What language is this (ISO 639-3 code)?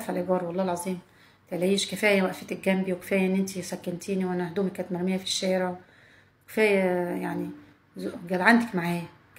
arz